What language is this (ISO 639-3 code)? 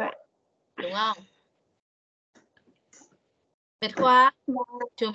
vie